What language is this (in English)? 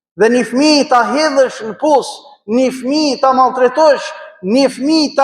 Albanian